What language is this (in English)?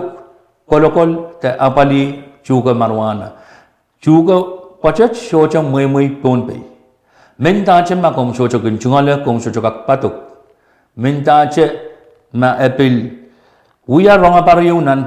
Pohnpeian